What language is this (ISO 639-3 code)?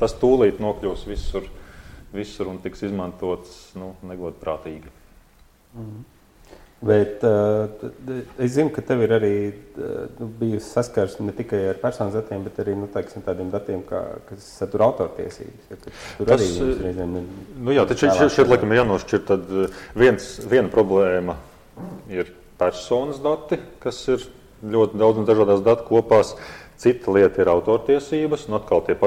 lav